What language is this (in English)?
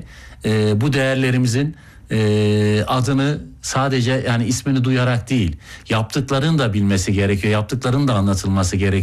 Turkish